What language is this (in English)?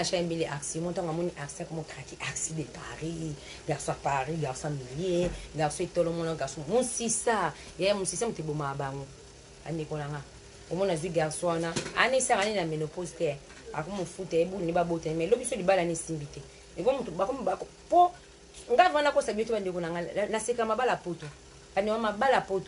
Lingala